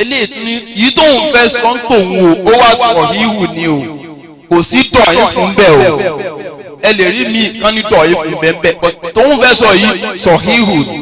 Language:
Yoruba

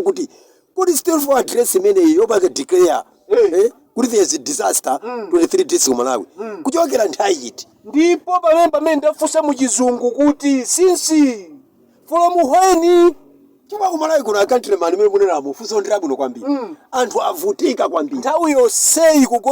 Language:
Nyanja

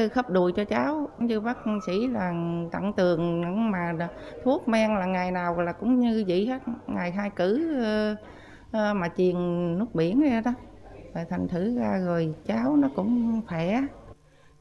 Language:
Vietnamese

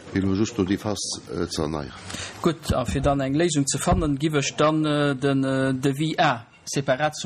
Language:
Luxembourgish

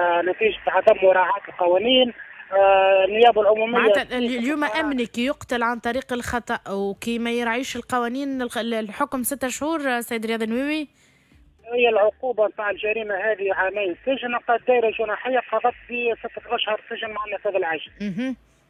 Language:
Tunisian Arabic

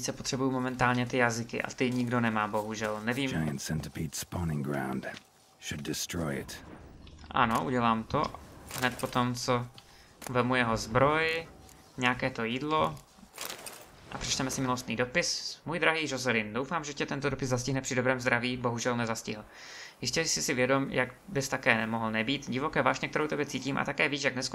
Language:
Czech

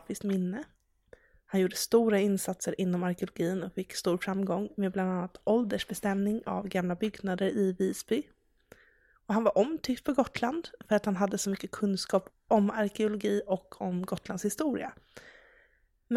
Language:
Swedish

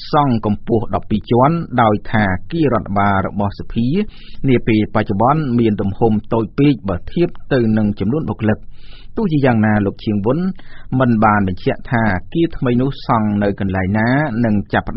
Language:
Khmer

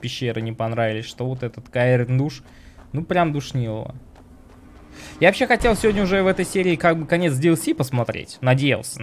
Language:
Russian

